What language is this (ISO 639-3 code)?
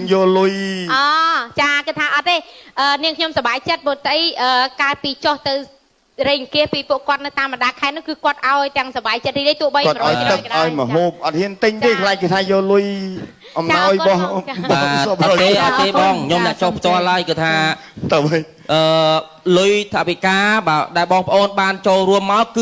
khm